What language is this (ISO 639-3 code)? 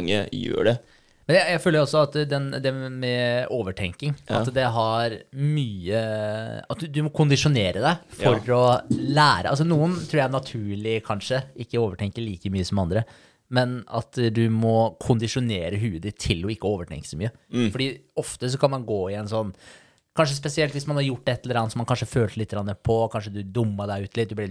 nor